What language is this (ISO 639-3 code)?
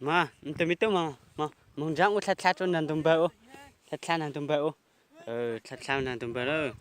hmn